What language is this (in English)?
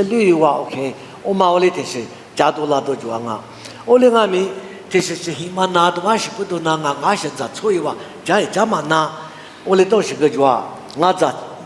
Lisu